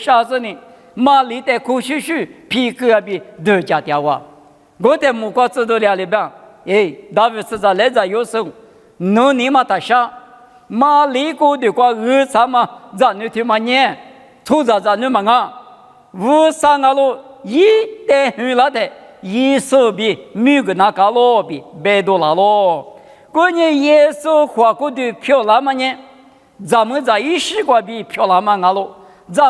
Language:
Lisu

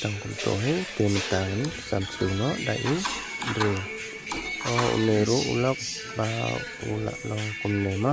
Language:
Khasi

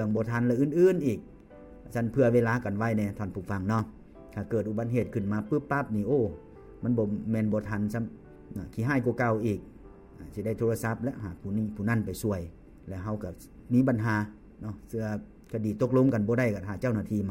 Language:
Lao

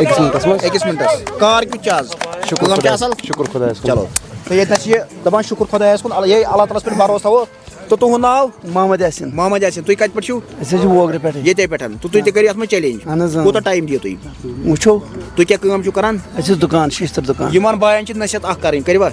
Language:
Kashmiri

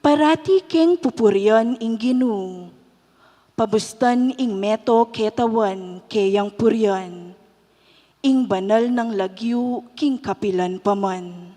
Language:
Pampanga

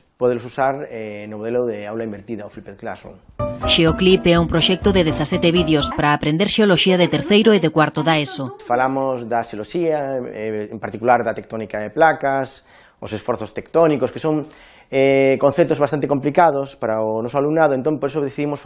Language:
Galician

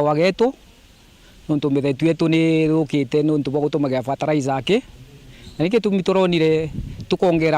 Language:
Meru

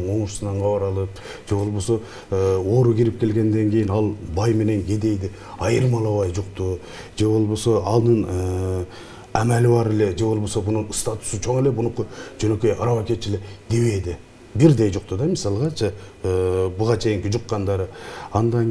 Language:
Kyrgyz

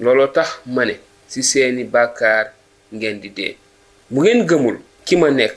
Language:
Wolof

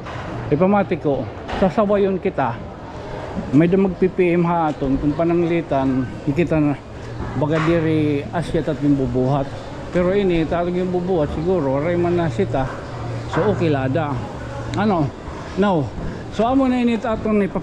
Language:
Waray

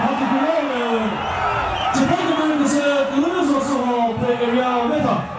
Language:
Chokri Naga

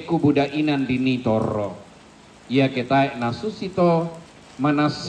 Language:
Toraja-Sa'dan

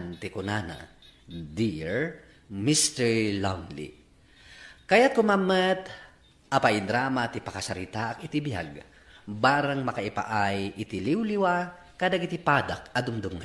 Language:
Iloko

